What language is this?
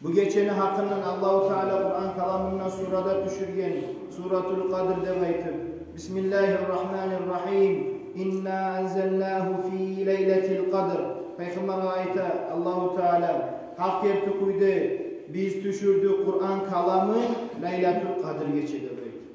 Kumyk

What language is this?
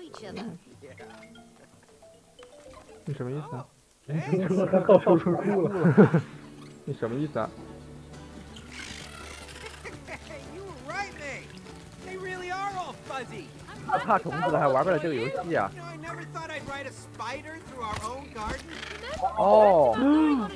Chinese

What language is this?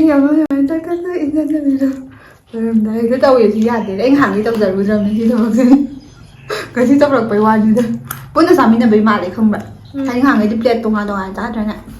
Manipuri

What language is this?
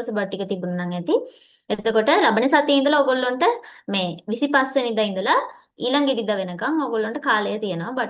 Sinhala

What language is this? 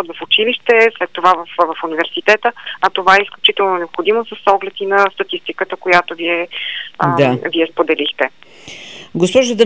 Bulgarian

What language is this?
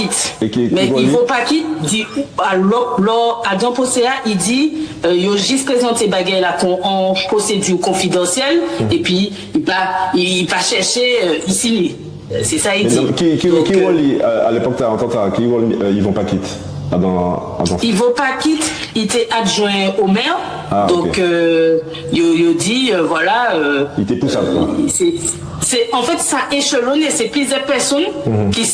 Guadeloupean Creole French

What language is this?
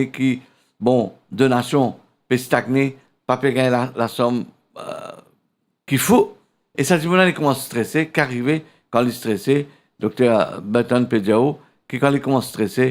Morisyen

